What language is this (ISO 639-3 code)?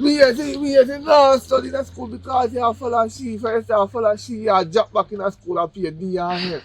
jam